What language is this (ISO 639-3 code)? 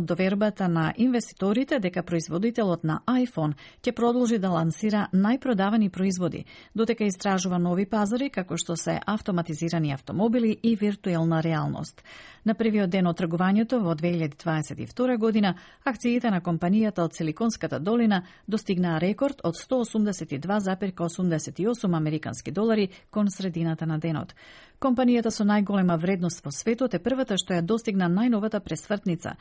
mkd